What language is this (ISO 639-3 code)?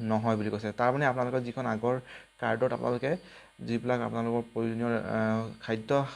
asm